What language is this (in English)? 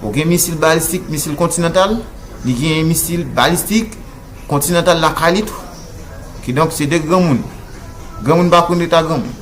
Haitian Creole